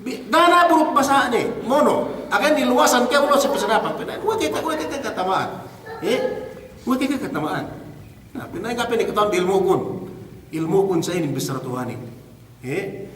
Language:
Yakan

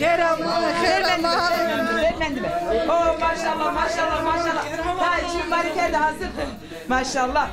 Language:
Zaza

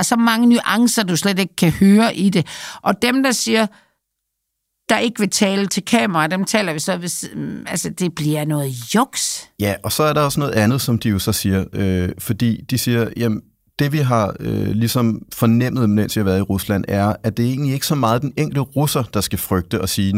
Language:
Danish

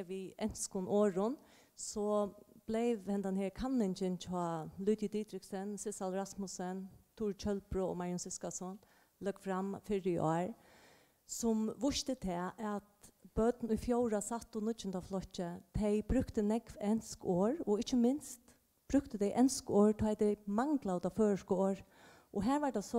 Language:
Faroese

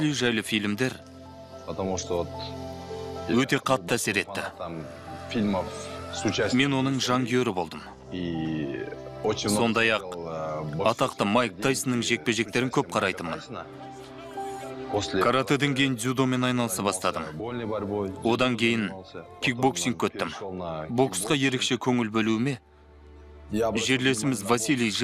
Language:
Kazakh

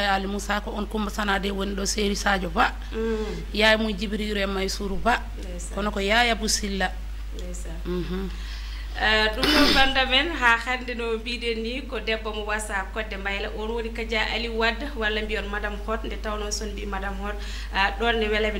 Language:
Fula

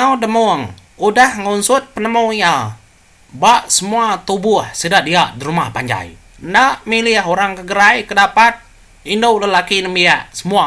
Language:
Iban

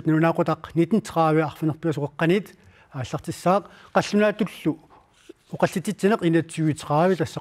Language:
Kalaallisut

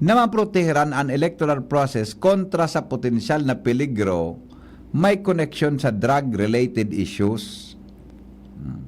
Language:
Bikol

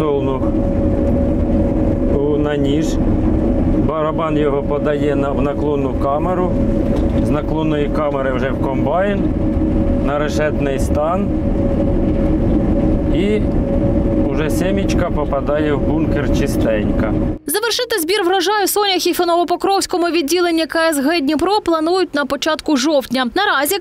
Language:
Ukrainian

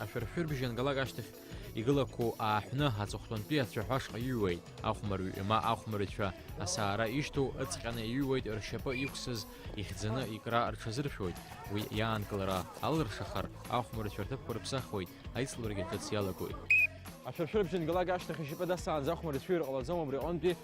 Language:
Abkhazian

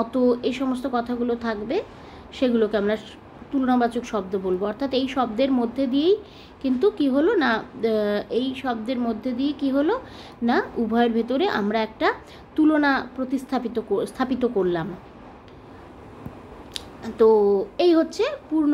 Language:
Bangla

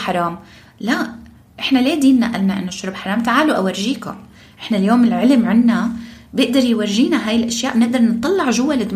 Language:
North Levantine Arabic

